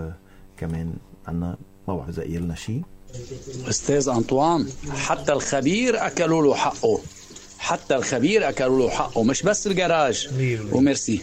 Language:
North Levantine Arabic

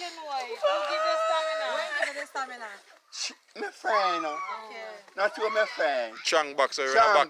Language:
Jamaican Creole English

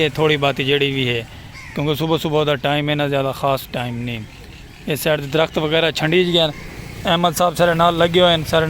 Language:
Saraiki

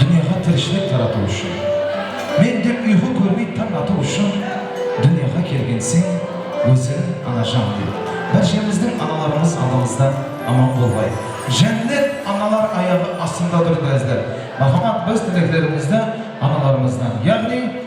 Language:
Kara-Kalpak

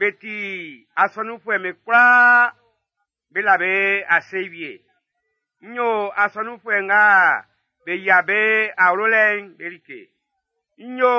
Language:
Baoulé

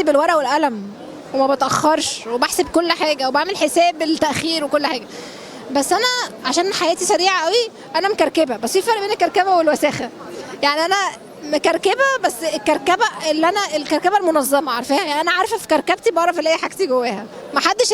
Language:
Egyptian Arabic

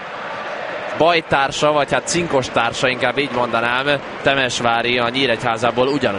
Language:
Hungarian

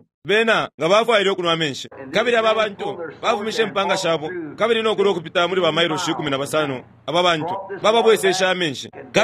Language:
Bemba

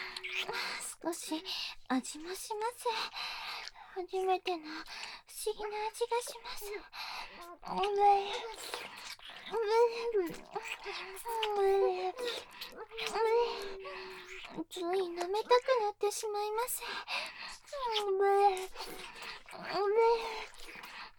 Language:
Japanese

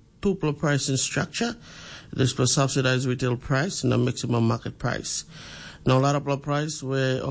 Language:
Tok Pisin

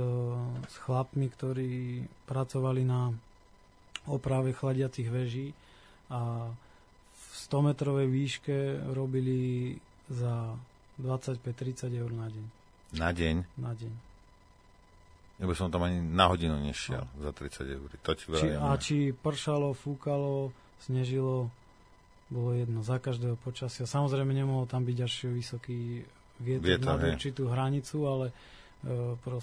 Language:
Slovak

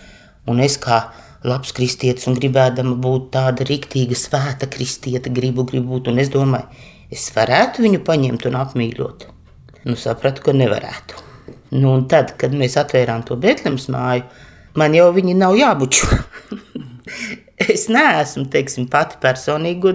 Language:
Latvian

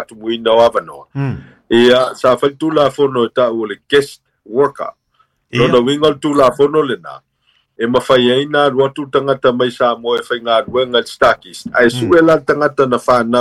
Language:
Samoan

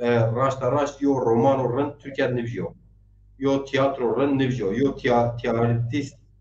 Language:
Zaza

